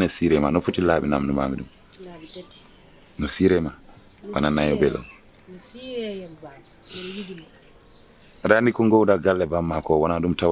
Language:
Fula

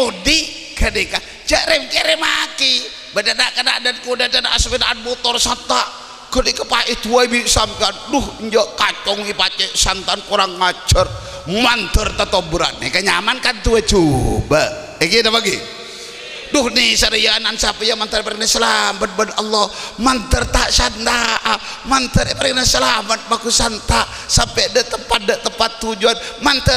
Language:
Madurese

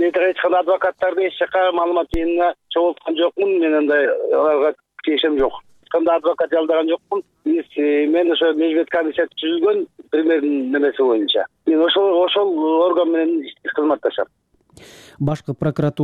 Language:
Kyrgyz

